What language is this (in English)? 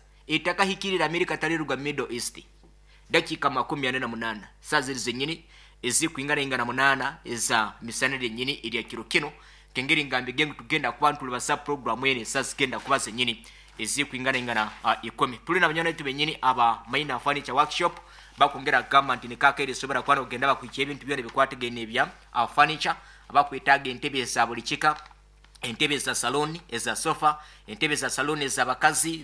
Nyankole